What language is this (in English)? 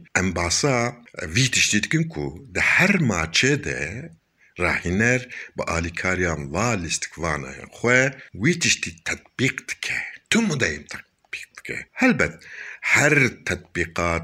Kurdish